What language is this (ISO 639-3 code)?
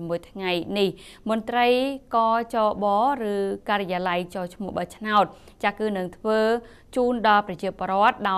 khm